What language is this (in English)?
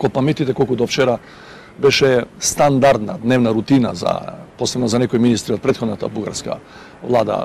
Macedonian